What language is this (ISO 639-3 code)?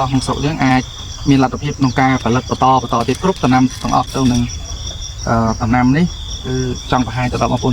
khm